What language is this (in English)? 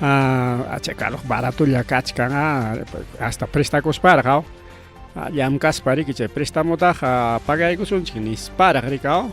Ayacucho Quechua